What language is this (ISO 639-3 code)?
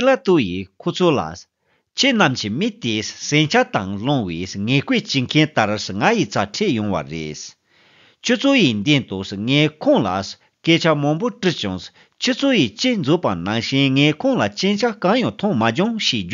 bod